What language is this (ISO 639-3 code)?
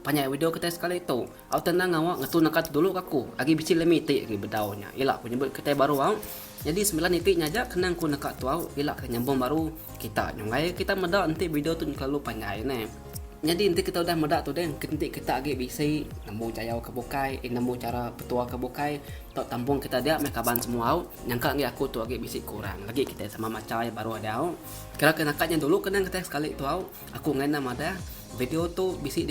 iba